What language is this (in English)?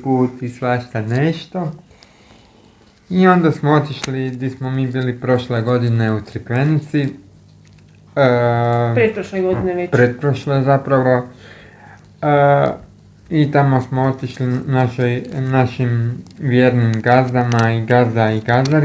Croatian